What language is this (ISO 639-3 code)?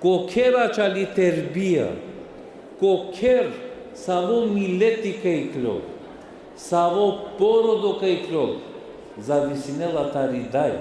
rmn